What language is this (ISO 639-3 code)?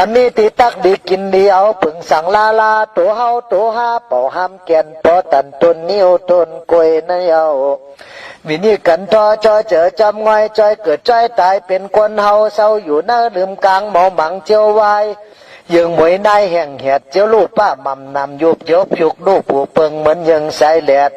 shn